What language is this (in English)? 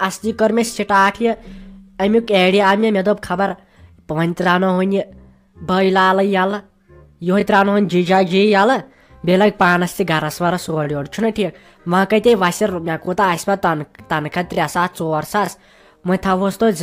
Kashmiri